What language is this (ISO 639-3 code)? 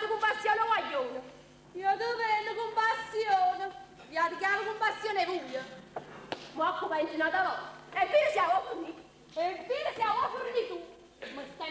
nap